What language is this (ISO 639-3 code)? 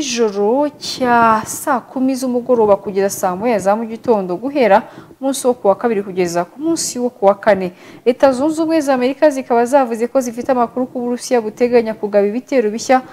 kin